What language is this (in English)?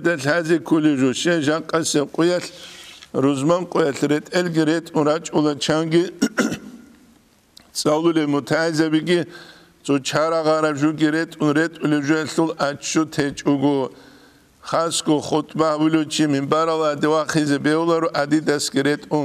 Avaric